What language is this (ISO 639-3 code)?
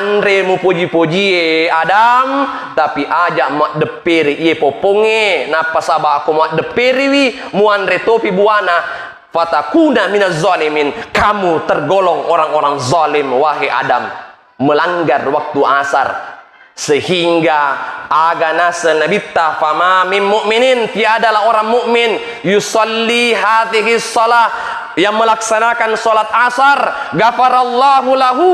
bug